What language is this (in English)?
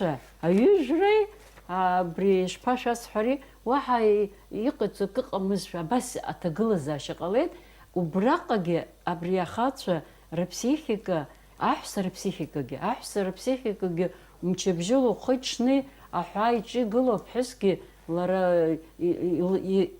Abkhazian